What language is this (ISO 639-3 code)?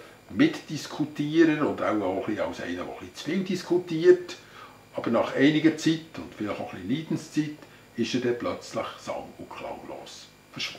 gsw